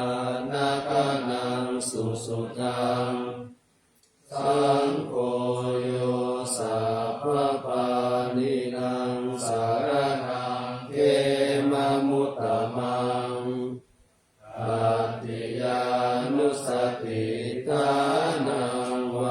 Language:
Pali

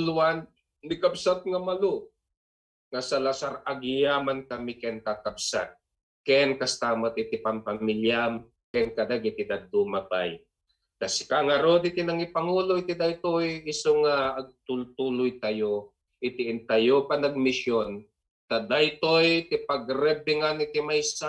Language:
Iloko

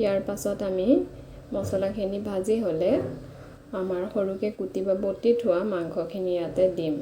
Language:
Assamese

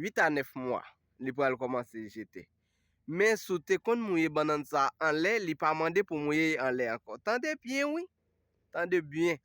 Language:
Haitian Creole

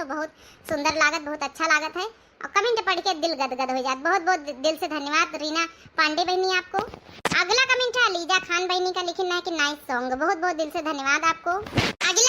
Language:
Awadhi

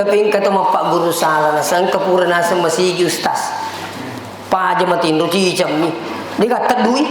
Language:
Buginese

